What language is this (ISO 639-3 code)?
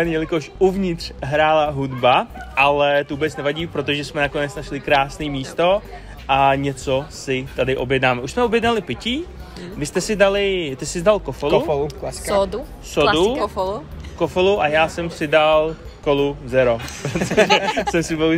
ces